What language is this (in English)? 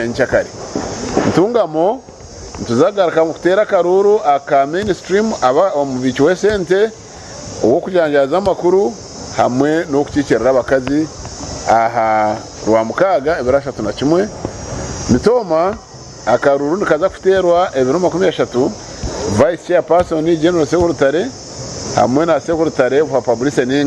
Nyankole